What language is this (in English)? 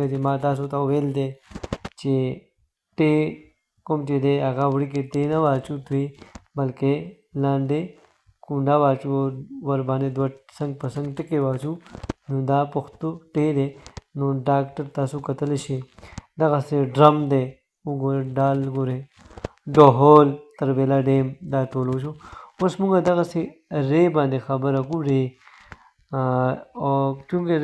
Pashto